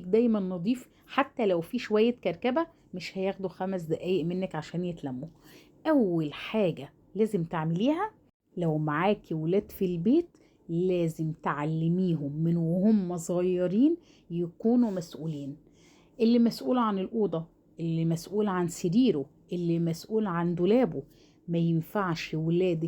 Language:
Egyptian Arabic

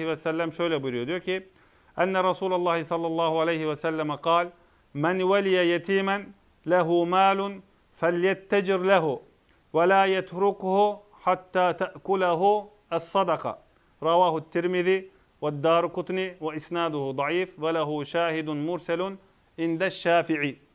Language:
Turkish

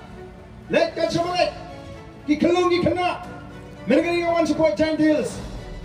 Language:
Khasi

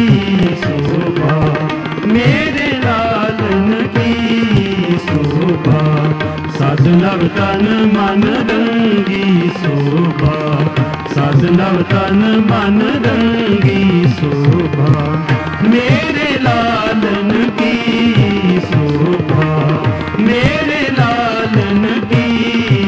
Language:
Hindi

